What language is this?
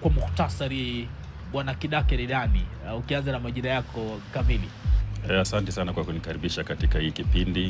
Swahili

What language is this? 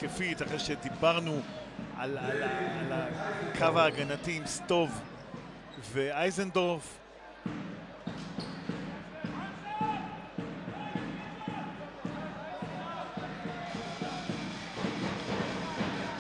Hebrew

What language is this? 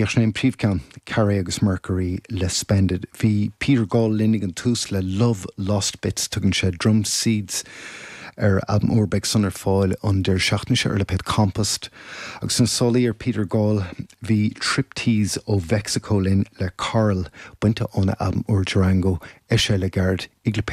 Irish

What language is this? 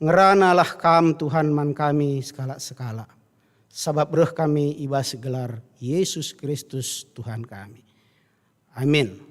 Batak Karo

